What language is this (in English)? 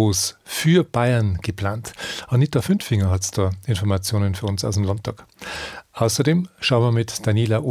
German